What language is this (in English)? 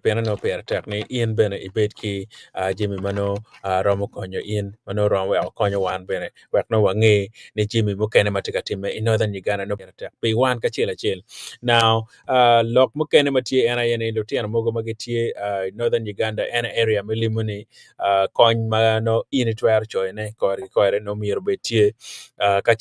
Acoli